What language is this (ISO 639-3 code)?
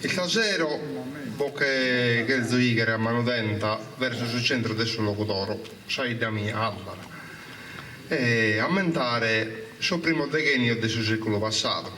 srd